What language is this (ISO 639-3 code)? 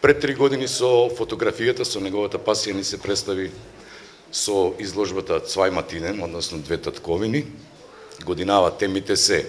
mkd